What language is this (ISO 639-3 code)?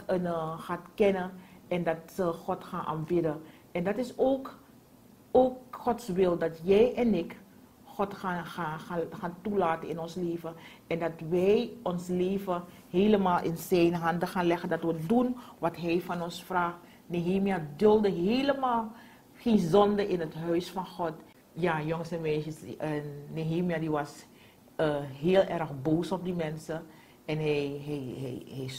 nld